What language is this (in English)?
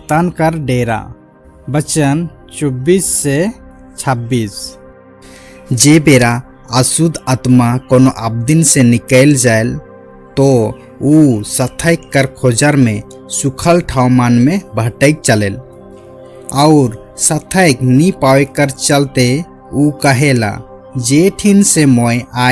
Sadri